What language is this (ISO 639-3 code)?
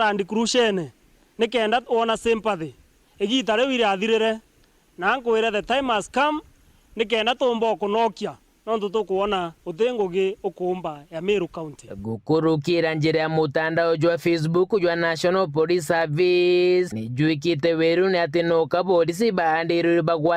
mer